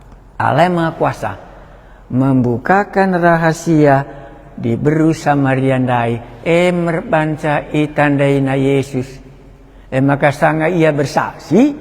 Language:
Batak Karo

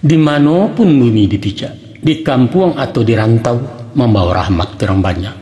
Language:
Minangkabau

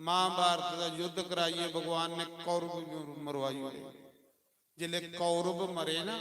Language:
Dogri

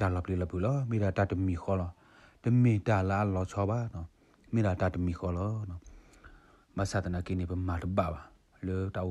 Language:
S'gaw Karen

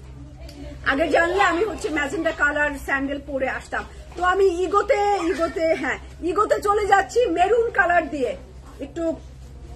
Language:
Bangla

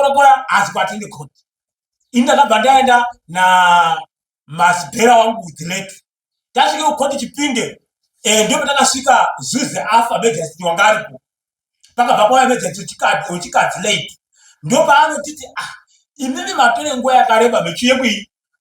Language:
Shona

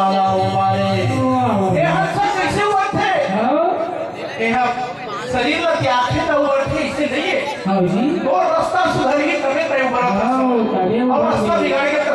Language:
Chhattisgarhi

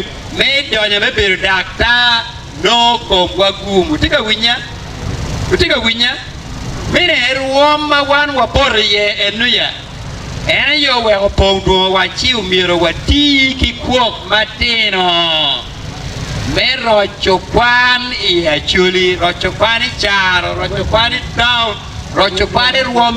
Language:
Acoli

